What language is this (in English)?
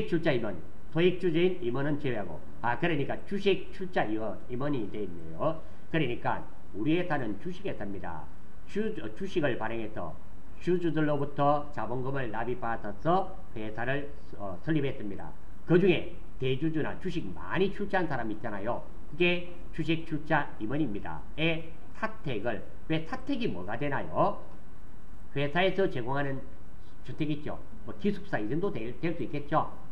Korean